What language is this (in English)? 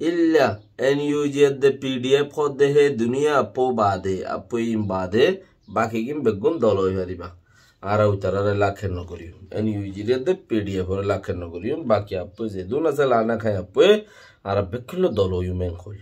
Rohingya